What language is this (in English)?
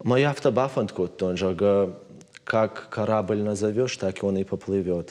Ossetic